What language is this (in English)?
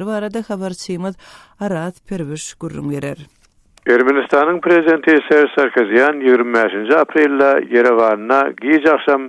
Turkmen